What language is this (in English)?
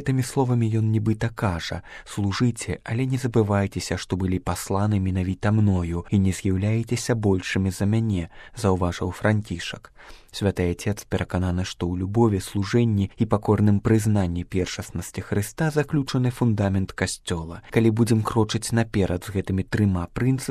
Belarusian